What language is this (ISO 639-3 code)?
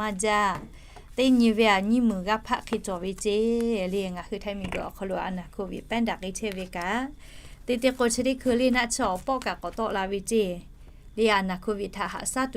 lhu